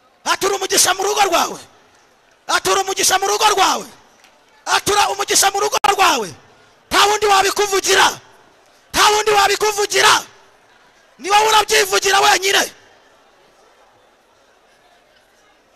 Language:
Kinyarwanda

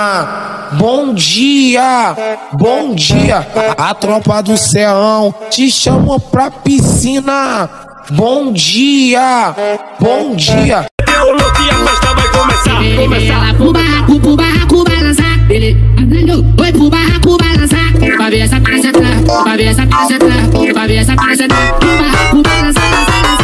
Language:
Portuguese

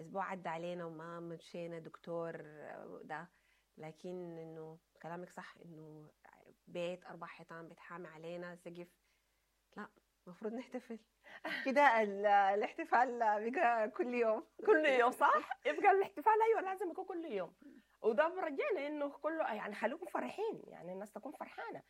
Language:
Sudanese Arabic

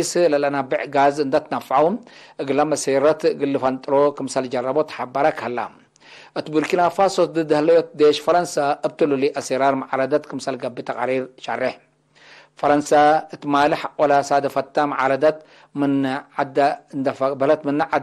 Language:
Tigre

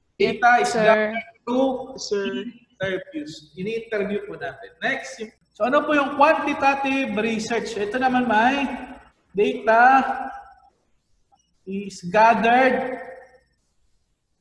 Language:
Filipino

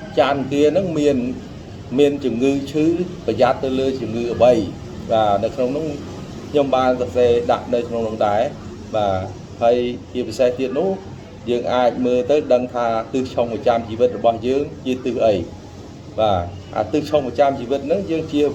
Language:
Khmer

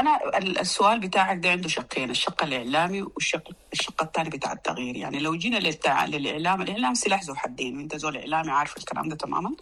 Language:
Sudanese Arabic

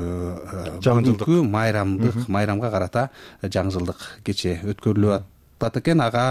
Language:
Kyrgyz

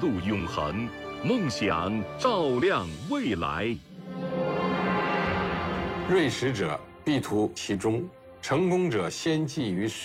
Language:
Chinese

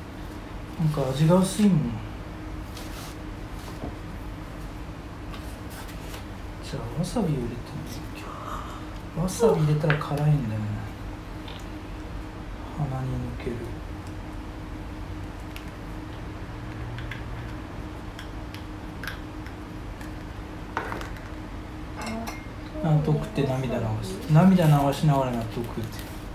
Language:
Japanese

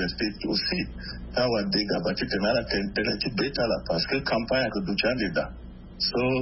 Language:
Sango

